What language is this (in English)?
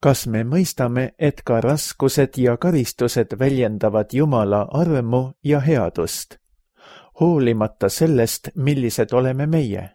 Estonian